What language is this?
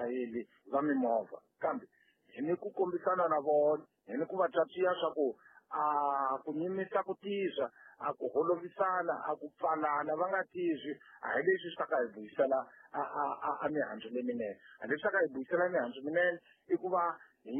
Tsonga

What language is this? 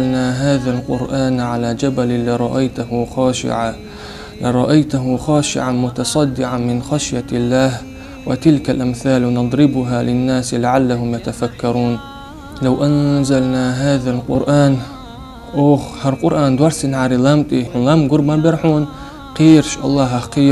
Chechen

